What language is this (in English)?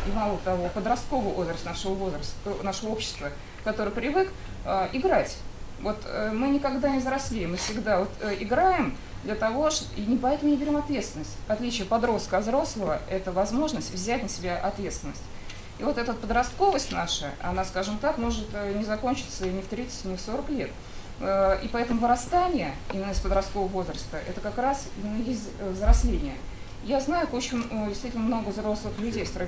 Russian